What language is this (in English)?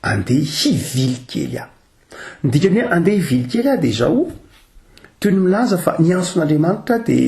Malagasy